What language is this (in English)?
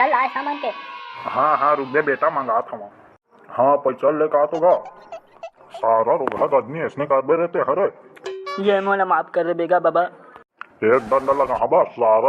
Chhattisgarhi